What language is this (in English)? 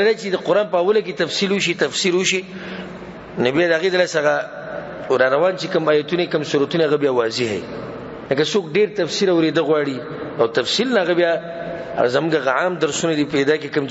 Pashto